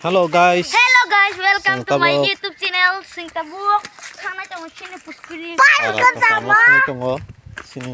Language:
Kok Borok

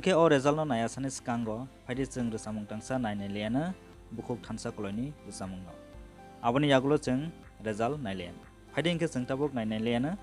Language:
Kok Borok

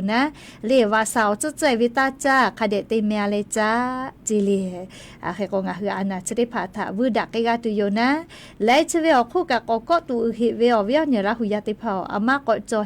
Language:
Lahu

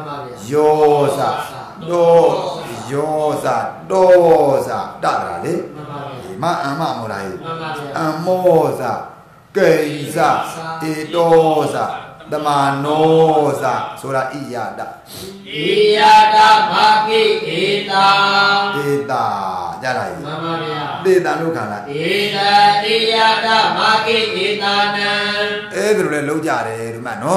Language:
Burmese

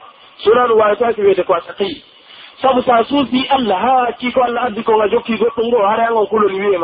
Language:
Pular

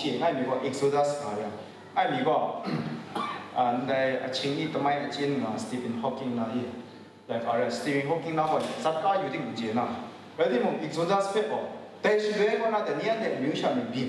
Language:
Kachin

